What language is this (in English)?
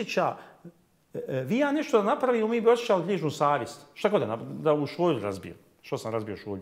Bosnian